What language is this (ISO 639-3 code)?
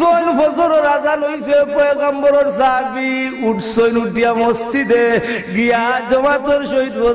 syl